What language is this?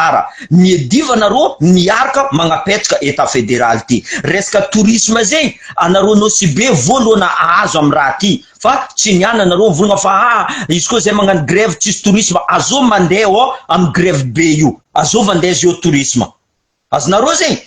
Malagasy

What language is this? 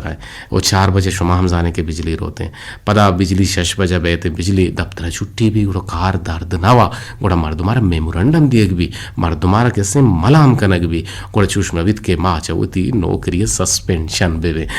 Eastern Balochi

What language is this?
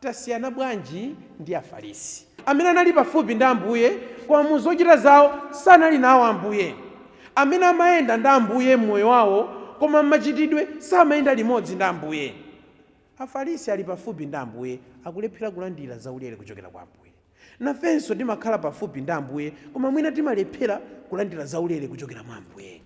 Nyanja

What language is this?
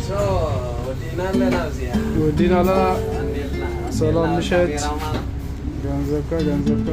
Tigrinya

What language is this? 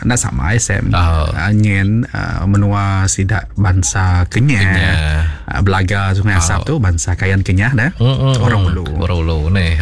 Iban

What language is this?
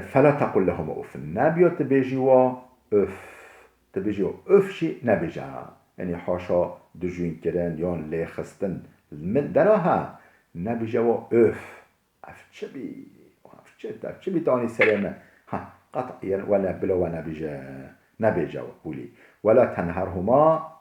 Kurdish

